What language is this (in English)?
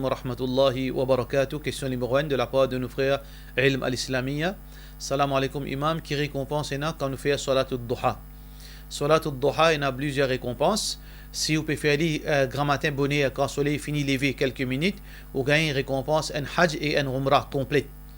Morisyen